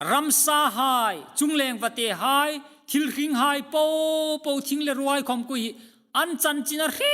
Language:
Hmar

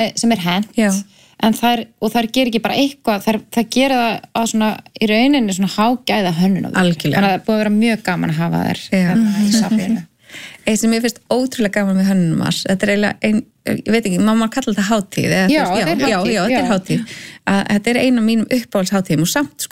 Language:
Icelandic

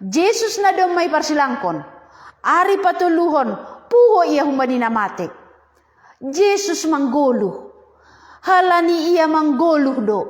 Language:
Batak Simalungun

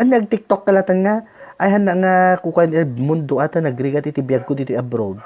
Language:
Iloko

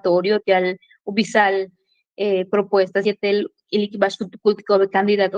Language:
Yucateco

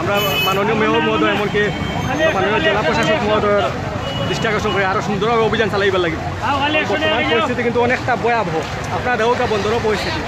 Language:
Sylheti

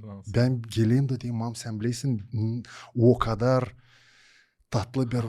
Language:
Gagauz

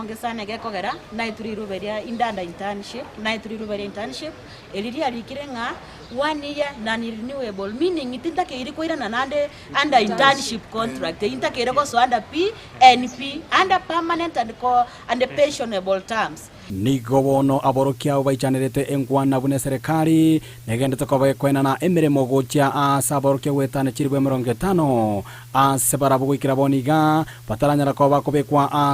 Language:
Gusii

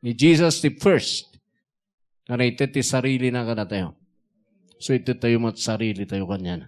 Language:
Iloko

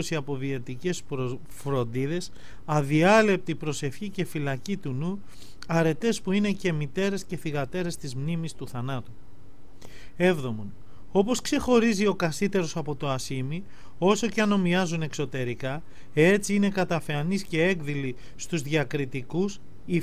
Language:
Greek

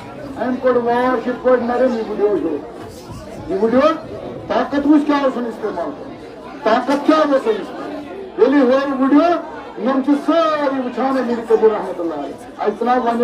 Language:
Kashmiri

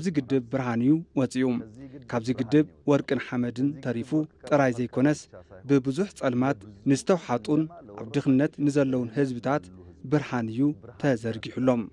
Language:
Tigrinya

